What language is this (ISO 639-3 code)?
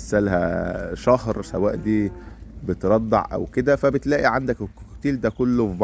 arz